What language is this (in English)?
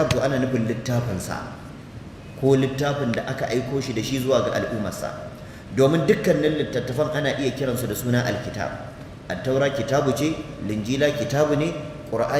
Hausa